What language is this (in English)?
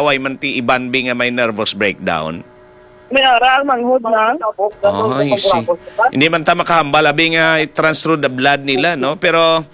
Hiligaynon